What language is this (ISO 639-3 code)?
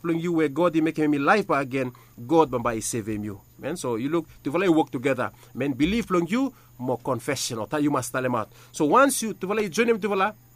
bis